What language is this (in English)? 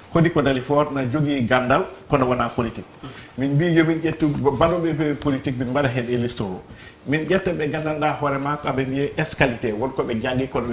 Fula